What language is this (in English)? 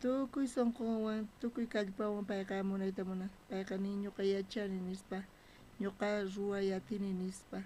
South Bolivian Quechua